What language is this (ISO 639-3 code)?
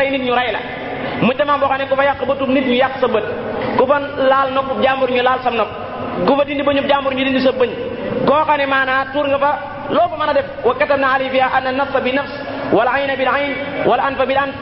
wol